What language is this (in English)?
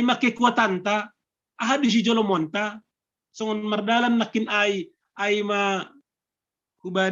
Batak Simalungun